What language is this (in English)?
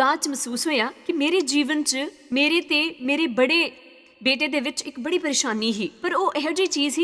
Dogri